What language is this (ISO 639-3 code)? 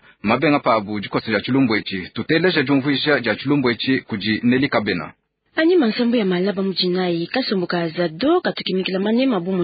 lua